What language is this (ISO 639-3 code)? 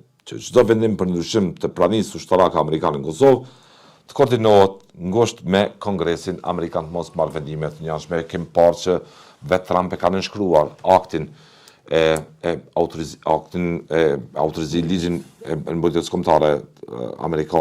sqi